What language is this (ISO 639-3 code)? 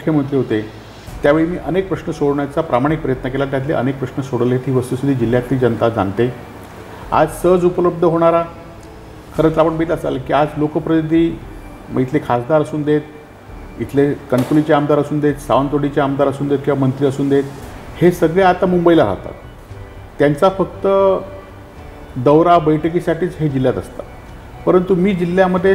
mar